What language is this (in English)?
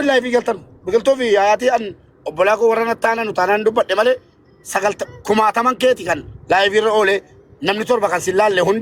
Oromo